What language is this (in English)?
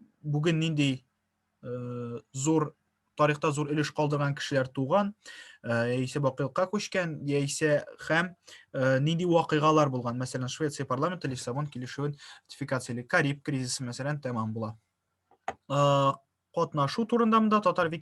Tatar